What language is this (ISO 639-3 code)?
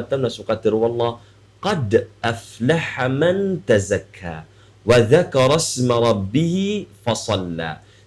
mrw